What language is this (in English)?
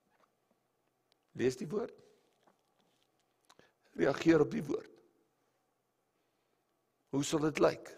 Afrikaans